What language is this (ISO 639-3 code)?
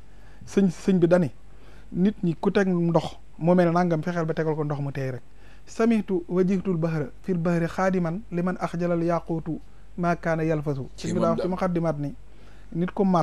wol